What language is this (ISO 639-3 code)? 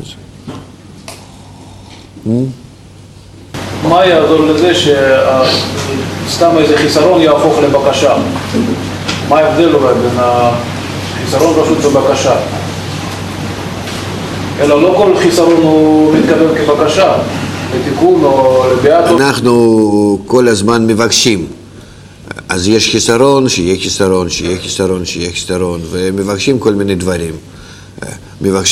heb